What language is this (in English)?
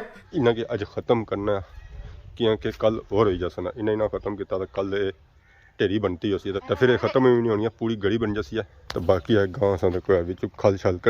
Pahari-Potwari